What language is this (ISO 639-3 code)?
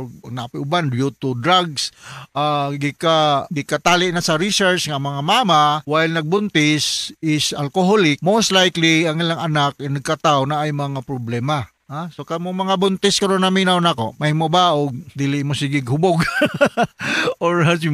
ceb